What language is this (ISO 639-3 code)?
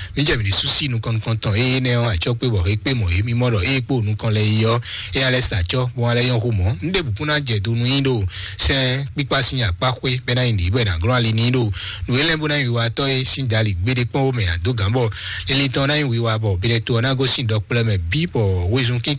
fon